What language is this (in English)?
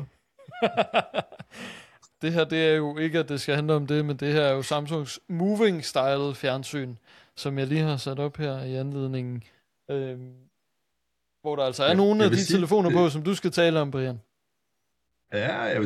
Danish